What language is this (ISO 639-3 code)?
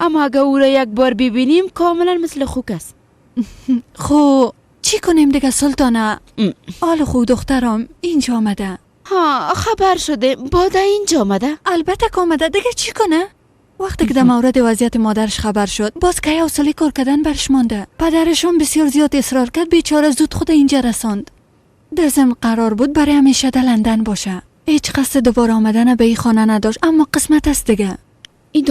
fas